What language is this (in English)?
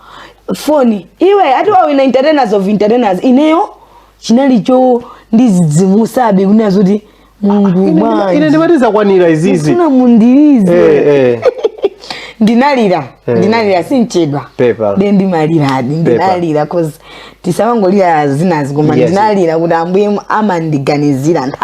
Nyanja